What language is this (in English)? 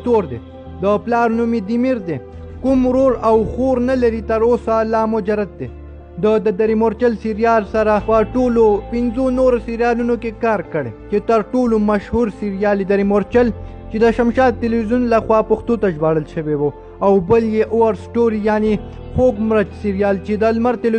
Pashto